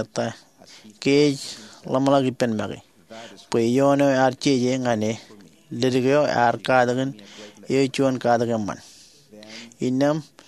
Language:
Marshallese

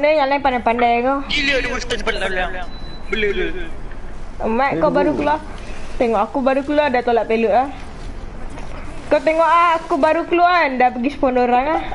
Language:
Malay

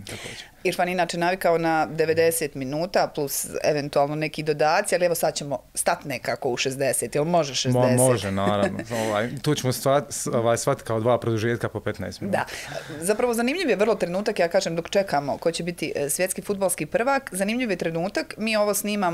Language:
Bosnian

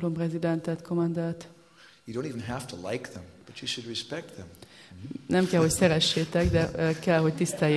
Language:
Hungarian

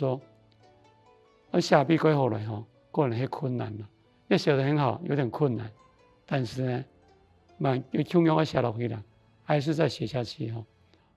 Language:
Hakka Chinese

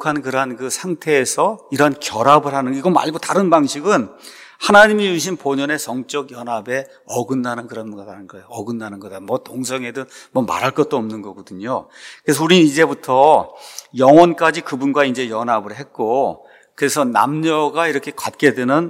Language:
Korean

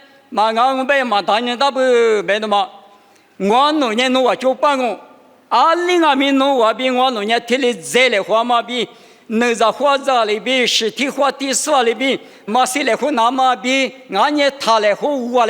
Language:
Lisu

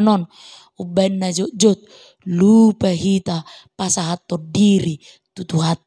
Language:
Batak Toba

